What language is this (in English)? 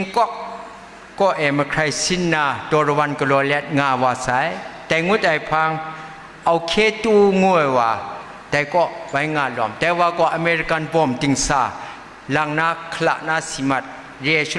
Kachin